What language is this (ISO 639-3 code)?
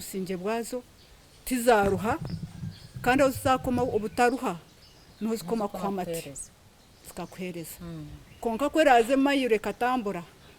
nyn